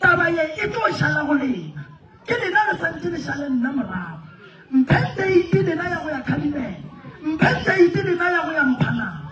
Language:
Northern Sotho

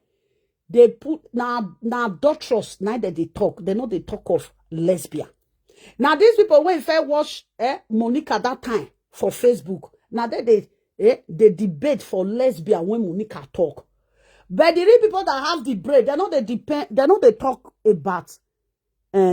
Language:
Nigerian Pidgin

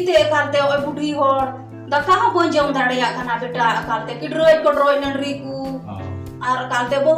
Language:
Santali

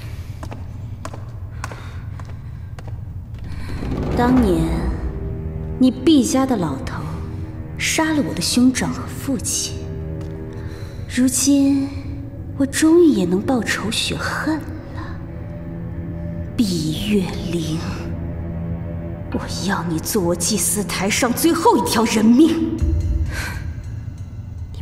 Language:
Chinese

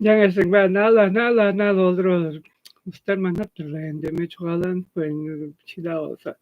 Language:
Tuvinian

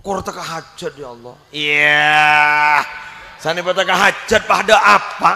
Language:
Madurese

